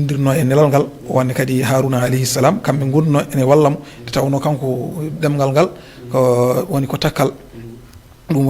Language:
Fula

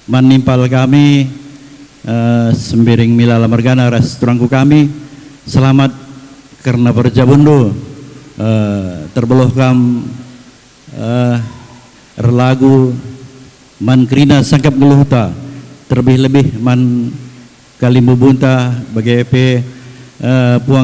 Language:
Batak Karo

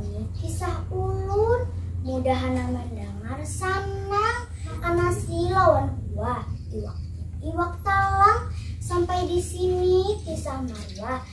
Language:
Banjar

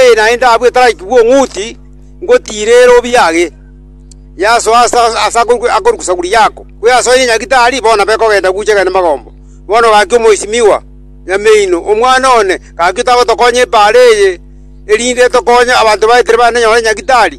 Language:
Gusii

